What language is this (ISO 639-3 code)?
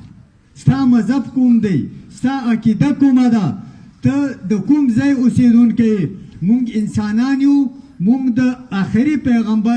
pus